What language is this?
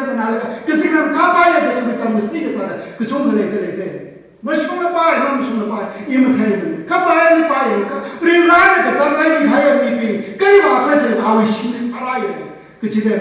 Tangkhul Naga (India)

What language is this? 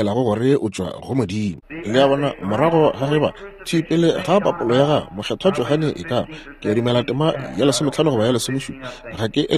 Northern Sotho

